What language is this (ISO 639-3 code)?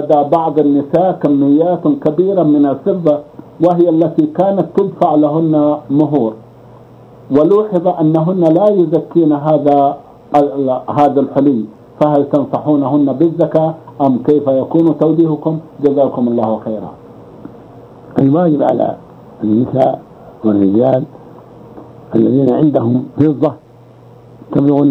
ara